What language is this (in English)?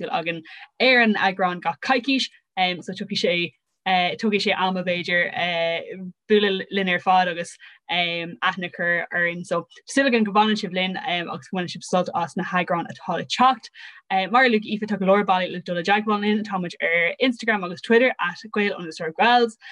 Irish